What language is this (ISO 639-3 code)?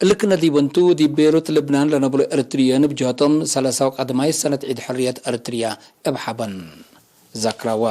tig